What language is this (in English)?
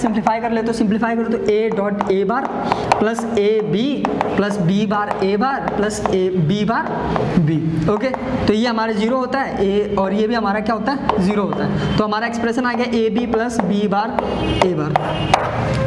Hindi